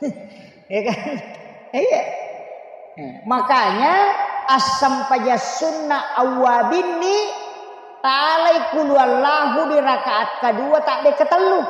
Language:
Buginese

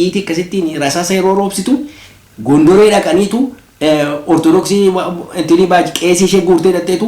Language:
Oromo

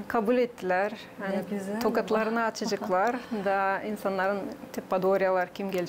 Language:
Gagauz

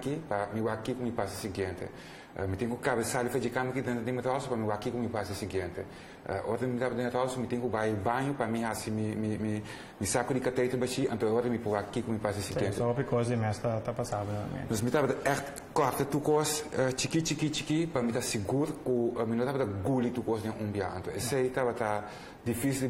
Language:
Papiamento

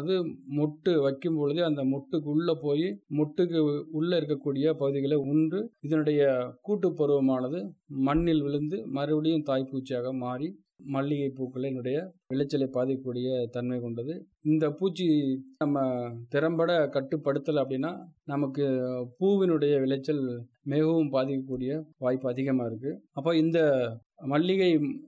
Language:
Tamil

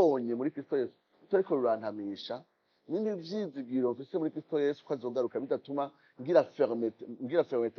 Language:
Rundi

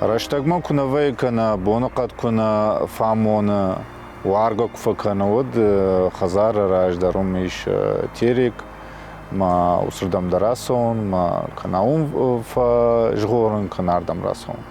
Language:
Ossetic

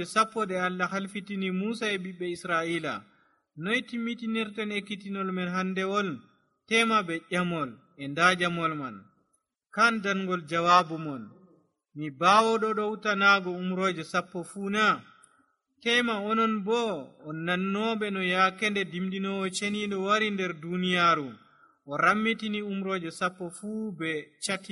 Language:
Nigerian Fulfulde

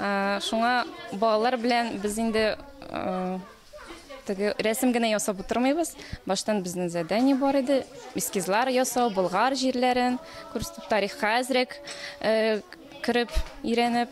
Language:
Tatar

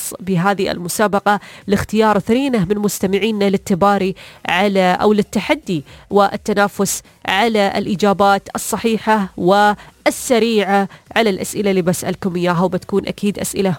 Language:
Najdi Arabic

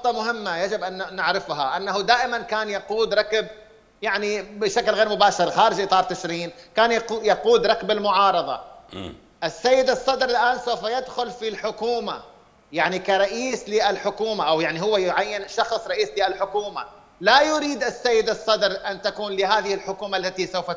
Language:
Mesopotamian Arabic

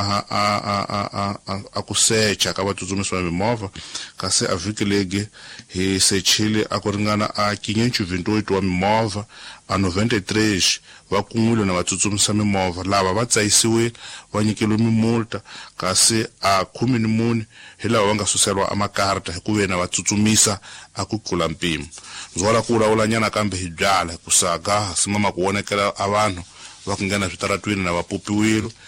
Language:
Tsonga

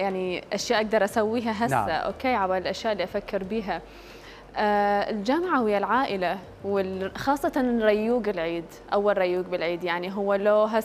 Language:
Mesopotamian Arabic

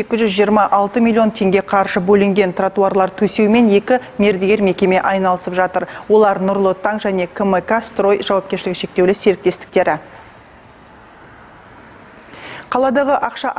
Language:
Kazakh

